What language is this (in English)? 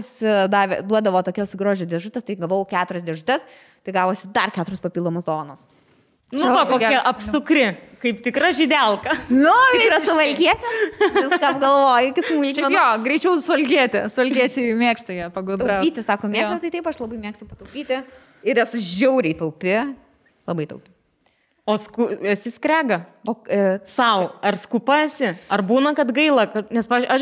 Lithuanian